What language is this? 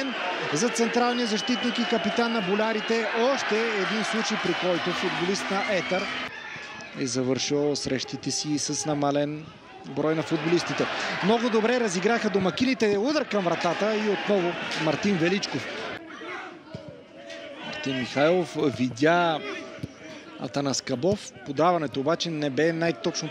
Bulgarian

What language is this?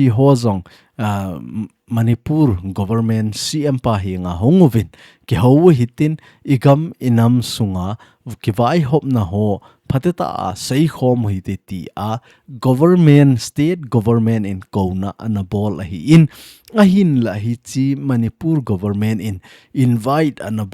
Thado Chin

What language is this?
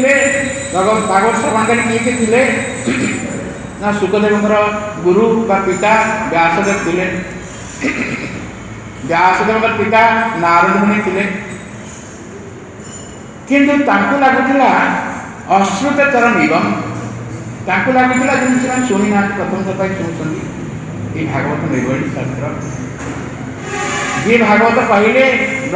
Odia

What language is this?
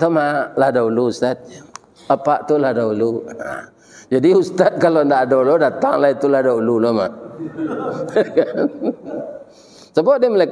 Minangkabau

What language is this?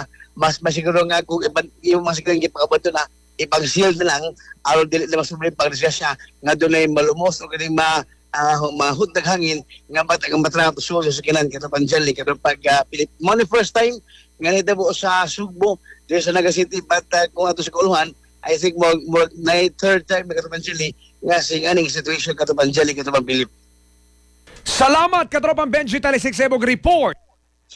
Cebuano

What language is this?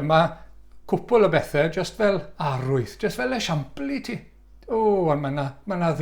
Welsh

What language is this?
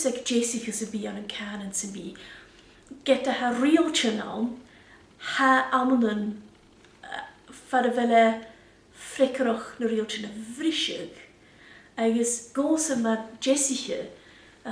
Scottish Gaelic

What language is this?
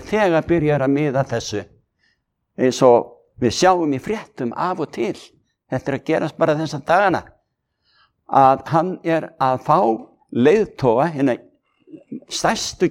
Icelandic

